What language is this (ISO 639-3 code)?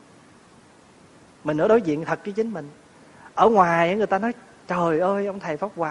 vie